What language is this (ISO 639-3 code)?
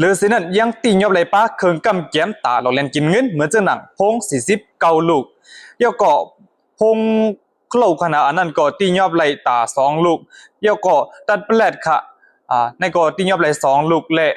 shn